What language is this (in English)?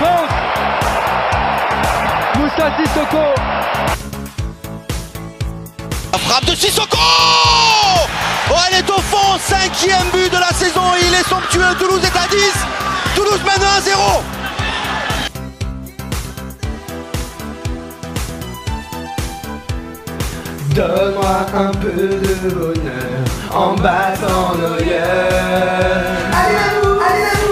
French